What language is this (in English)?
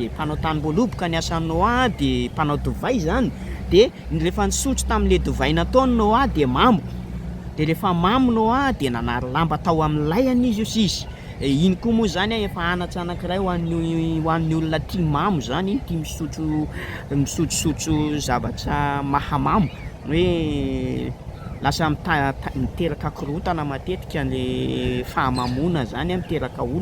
Malagasy